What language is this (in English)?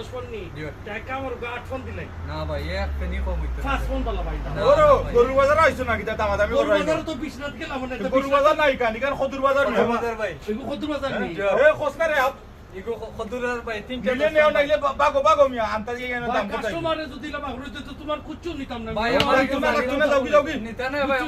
Sylheti